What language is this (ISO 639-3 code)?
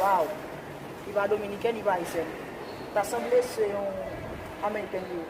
hat